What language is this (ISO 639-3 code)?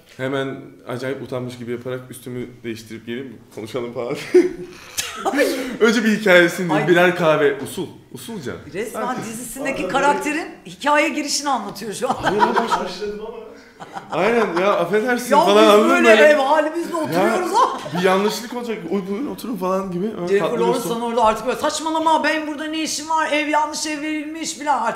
tur